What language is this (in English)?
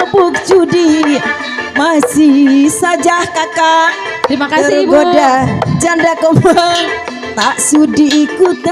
Betawi